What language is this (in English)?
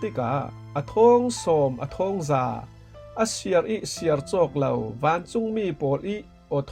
Falam Chin